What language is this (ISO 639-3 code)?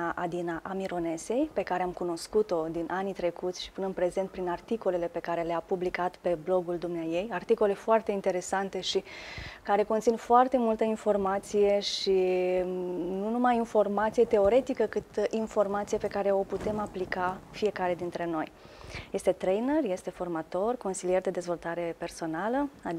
ron